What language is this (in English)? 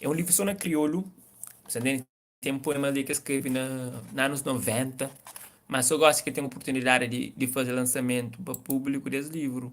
Kabuverdianu